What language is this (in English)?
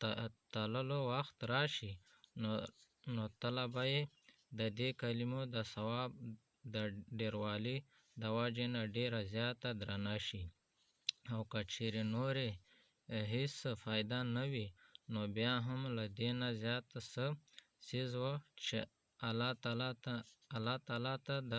Pashto